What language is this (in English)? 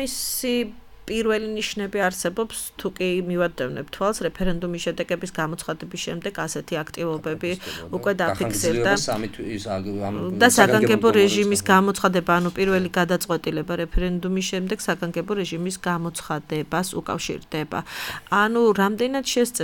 Georgian